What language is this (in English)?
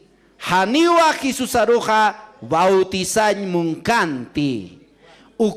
Aymara